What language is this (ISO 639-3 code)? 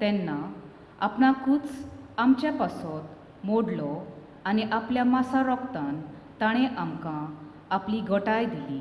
kok